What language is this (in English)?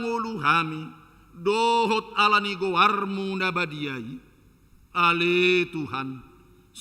Batak Toba